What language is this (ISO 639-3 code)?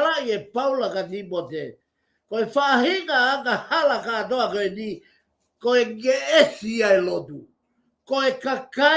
ton